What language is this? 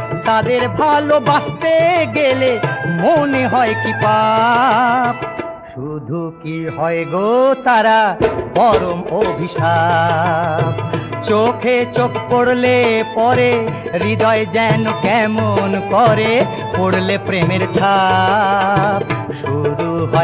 Bangla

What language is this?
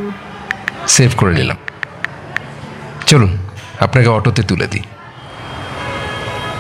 Bangla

